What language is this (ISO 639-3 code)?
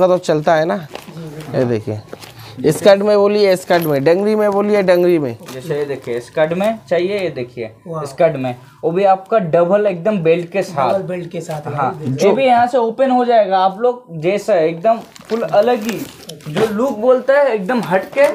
hin